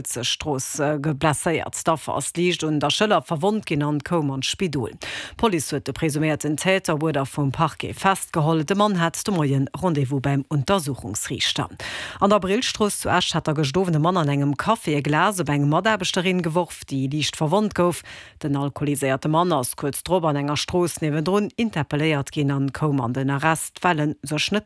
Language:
Luxembourgish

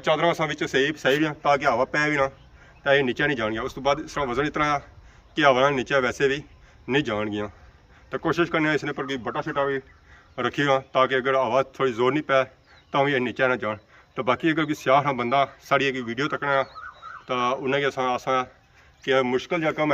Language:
Pahari-Potwari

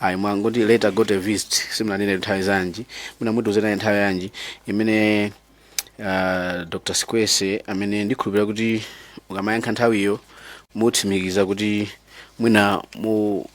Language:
Nyanja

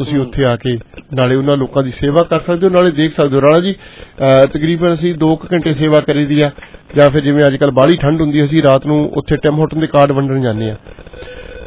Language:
Punjabi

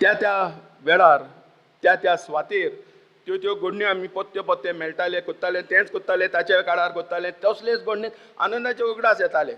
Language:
Konkani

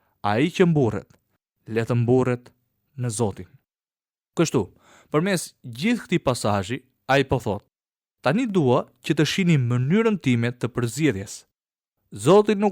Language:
Albanian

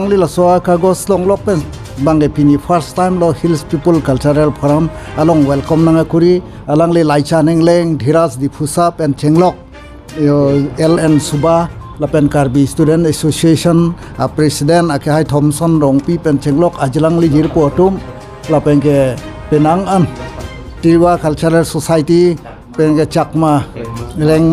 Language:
Karbi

